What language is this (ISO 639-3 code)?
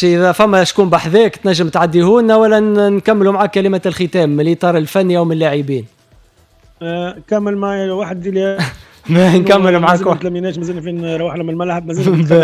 aeb